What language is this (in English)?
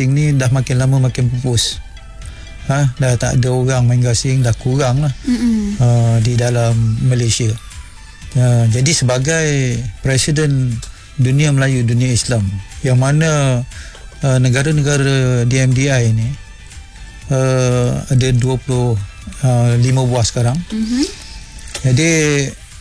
Malay